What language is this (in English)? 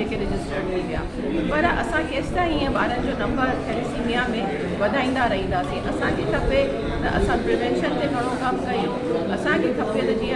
Sindhi